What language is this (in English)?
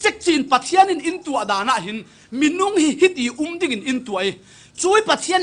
Falam Chin